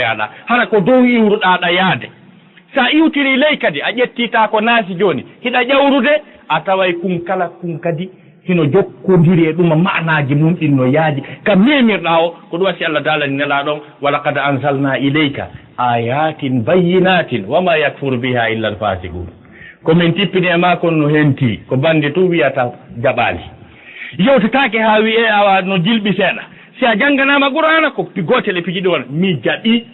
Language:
Fula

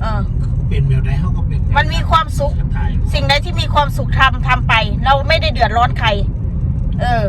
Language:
Northeastern Thai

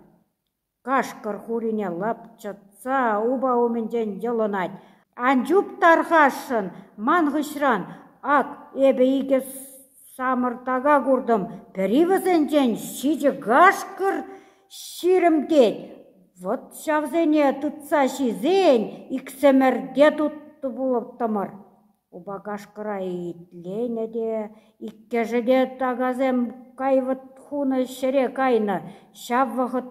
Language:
Chuvash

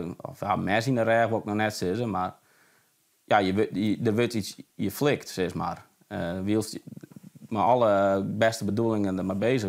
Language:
Western Frisian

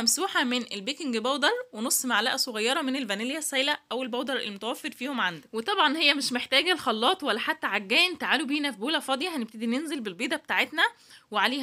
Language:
Egyptian Arabic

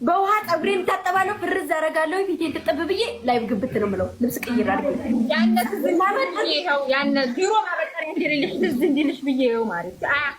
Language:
Amharic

